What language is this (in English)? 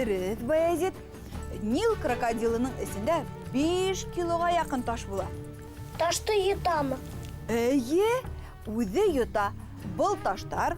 Bashkir